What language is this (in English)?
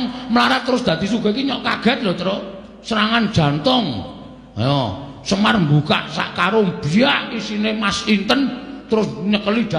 Javanese